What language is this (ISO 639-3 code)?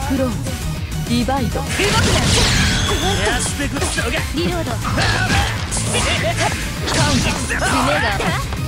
jpn